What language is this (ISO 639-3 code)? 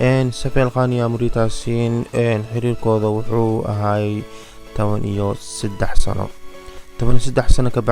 som